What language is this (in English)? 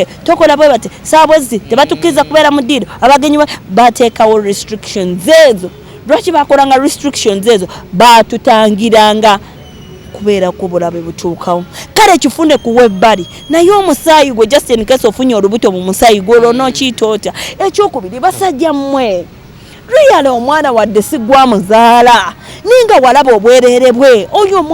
Ganda